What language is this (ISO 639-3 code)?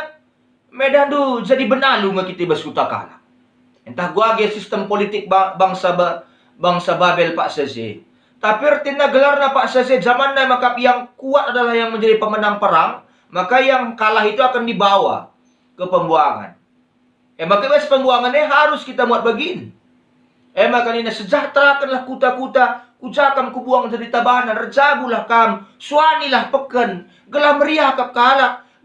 btx